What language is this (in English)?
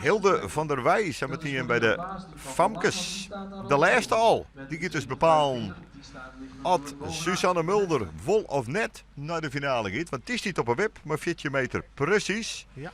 Western Frisian